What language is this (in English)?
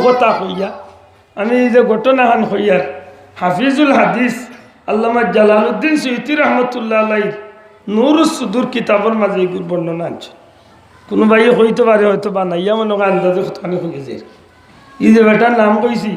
Sylheti